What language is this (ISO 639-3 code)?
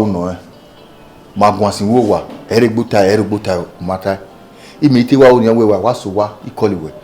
bin